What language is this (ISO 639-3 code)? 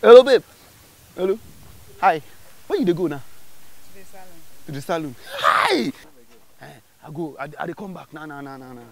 pcm